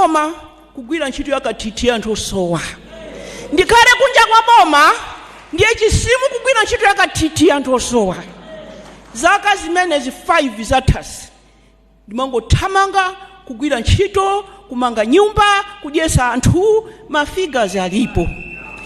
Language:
Nyanja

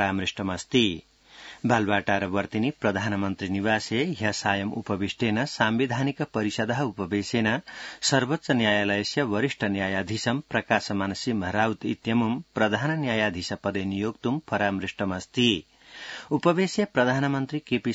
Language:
Sanskrit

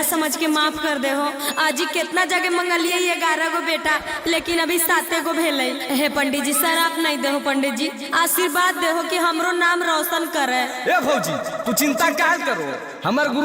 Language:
Magahi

